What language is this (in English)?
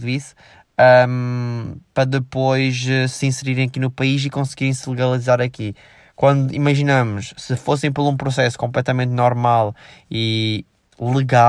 Portuguese